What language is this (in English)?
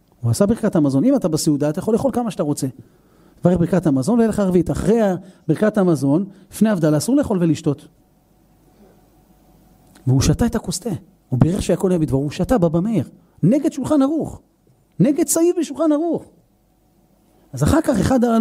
Hebrew